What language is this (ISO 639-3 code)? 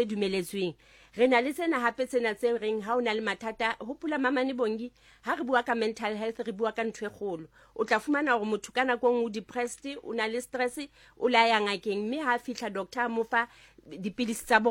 sot